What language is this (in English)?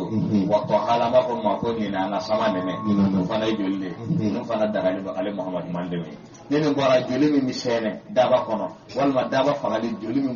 Bambara